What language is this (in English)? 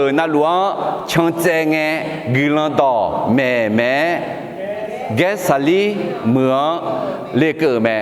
Akha